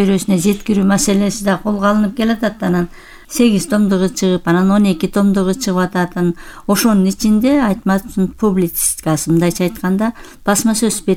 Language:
Kyrgyz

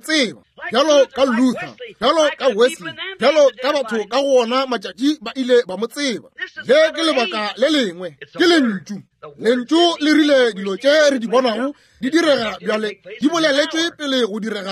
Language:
Northern Sotho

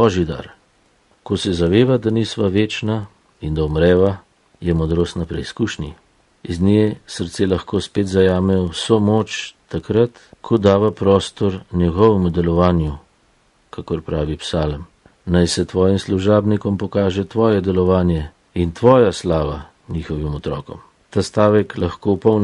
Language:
Slovenian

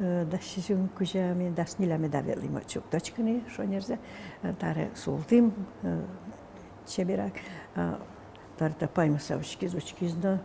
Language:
Udmurt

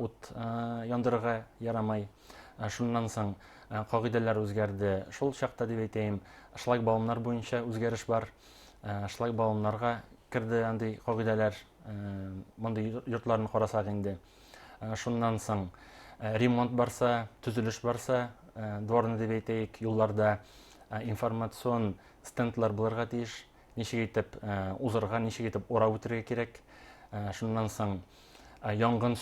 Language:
Bashkir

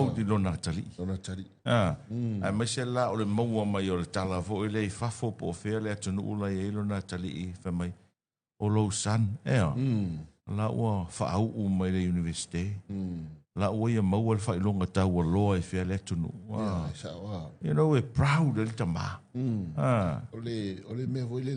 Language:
Samoan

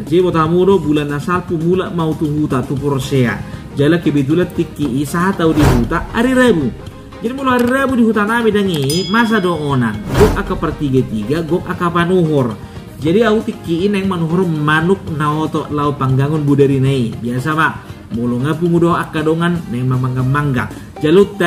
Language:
Batak Toba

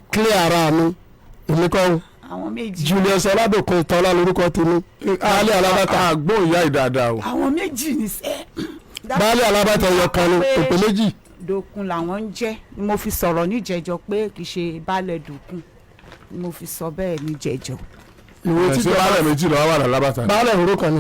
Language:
Yoruba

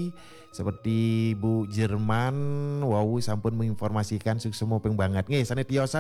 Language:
Balinese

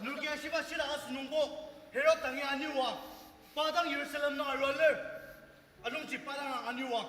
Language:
Ao Naga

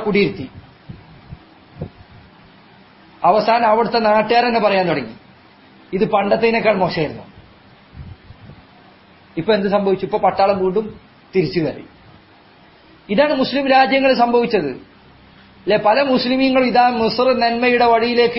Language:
Malayalam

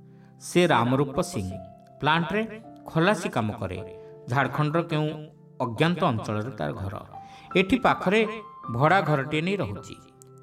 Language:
Odia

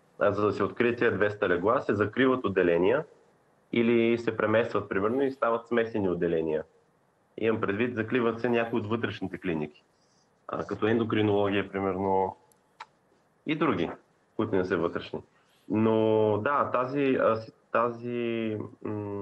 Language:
Bulgarian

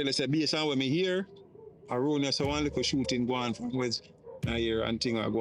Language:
Jamaican Creole English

